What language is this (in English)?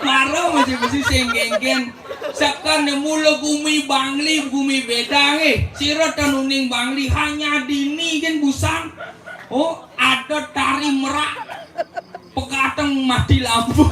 Balinese